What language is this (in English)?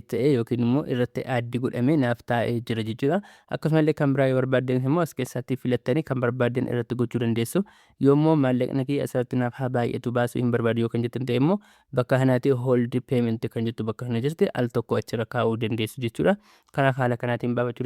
Oromo